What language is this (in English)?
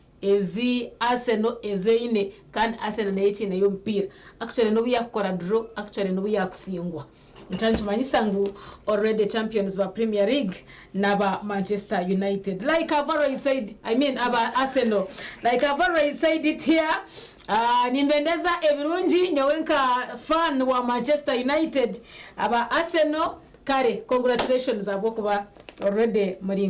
Nyankole